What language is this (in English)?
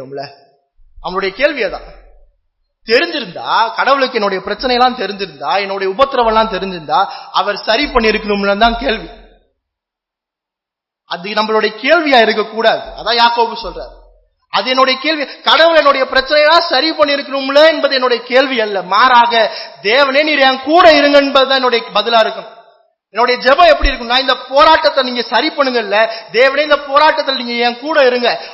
Tamil